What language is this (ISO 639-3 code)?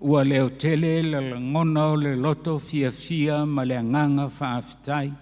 smo